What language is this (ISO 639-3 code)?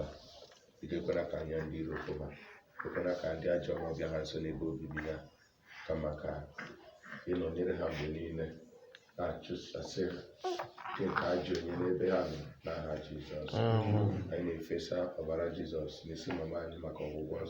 ibo